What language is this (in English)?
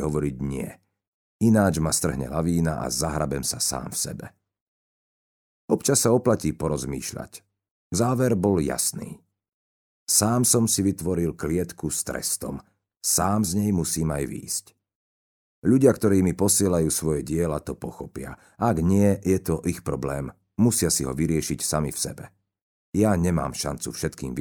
Slovak